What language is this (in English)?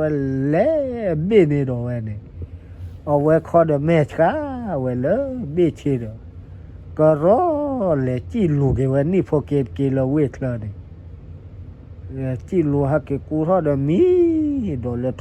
S'gaw Karen